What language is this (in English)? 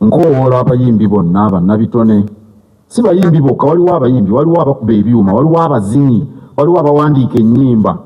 Ganda